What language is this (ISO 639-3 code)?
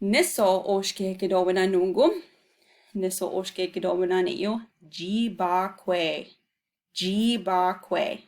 ciw